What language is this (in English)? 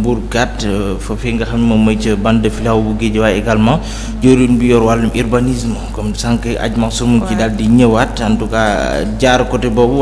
Wolof